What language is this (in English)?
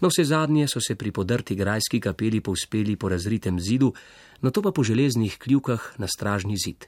Slovenian